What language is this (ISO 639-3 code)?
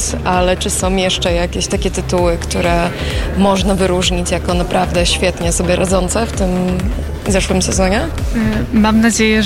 pol